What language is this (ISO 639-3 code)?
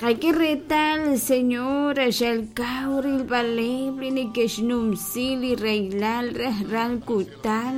kek